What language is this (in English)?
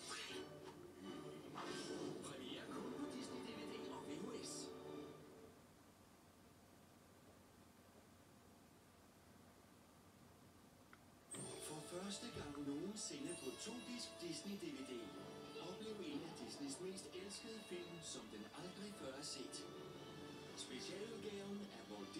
Danish